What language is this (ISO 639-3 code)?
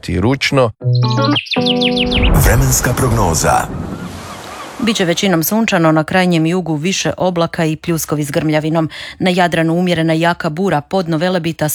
hrv